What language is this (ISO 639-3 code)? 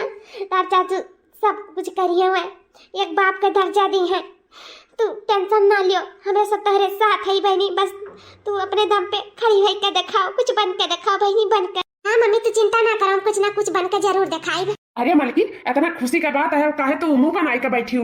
awa